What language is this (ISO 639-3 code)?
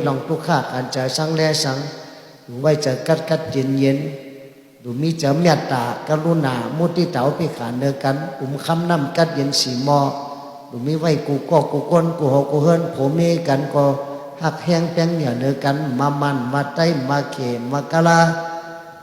shn